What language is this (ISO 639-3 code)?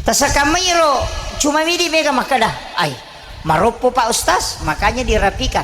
bug